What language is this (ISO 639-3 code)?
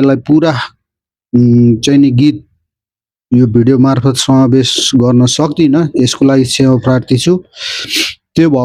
nep